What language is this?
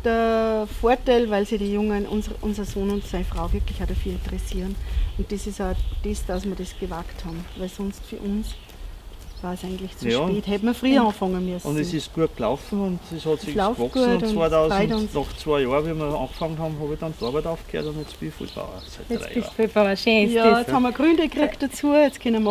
Bavarian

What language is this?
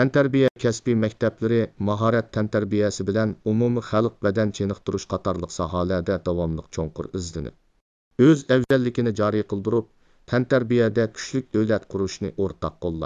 Uyghur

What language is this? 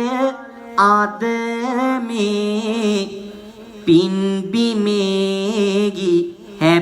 Sinhala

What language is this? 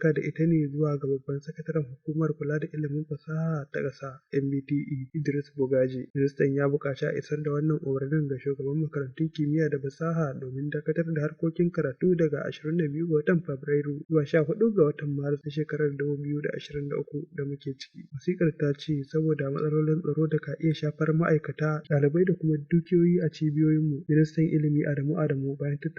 Hausa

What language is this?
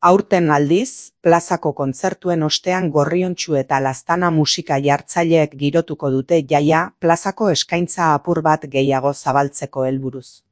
Basque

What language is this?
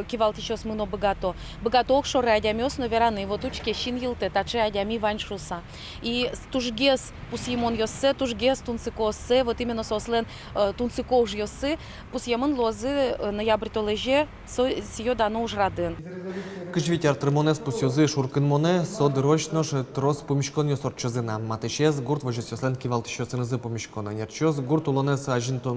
Udmurt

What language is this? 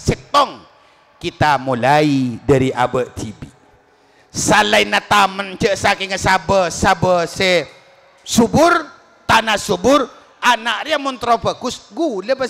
Madurese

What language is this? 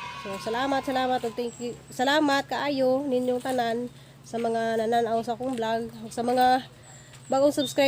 Cebuano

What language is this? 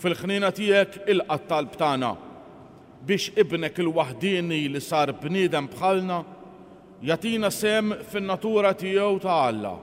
Maltese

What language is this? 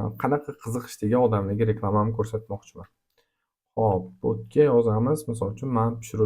Uzbek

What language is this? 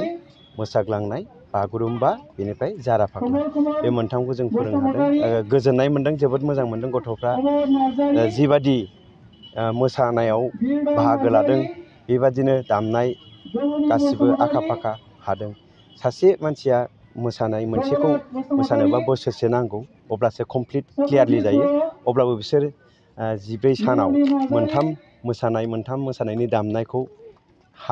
Bodo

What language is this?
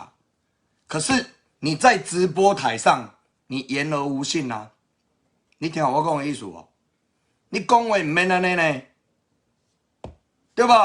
Min Nan Chinese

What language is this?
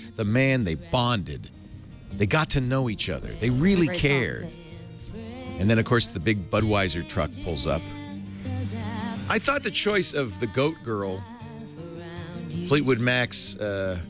English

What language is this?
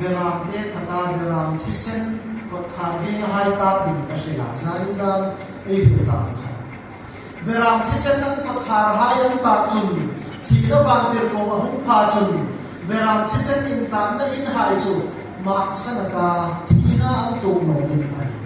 Hmar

